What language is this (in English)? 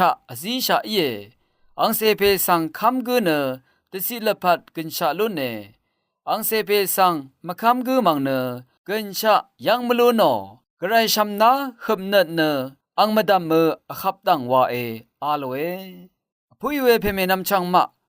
Rawang